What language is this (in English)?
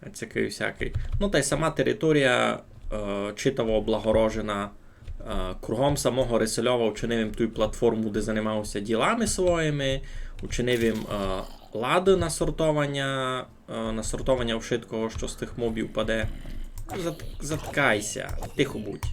Rusyn